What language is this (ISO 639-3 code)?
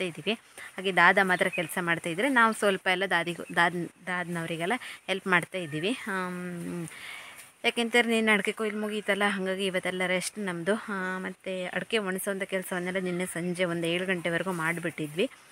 kan